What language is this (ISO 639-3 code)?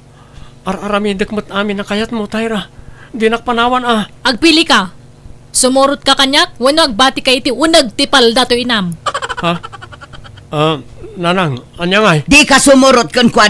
ilo